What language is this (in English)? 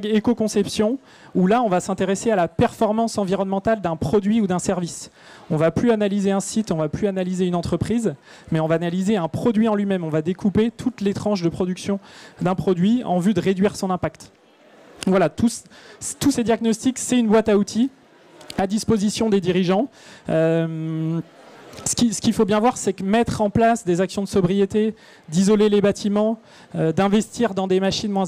French